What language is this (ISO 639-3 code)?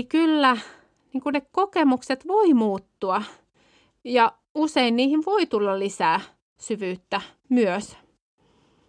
fin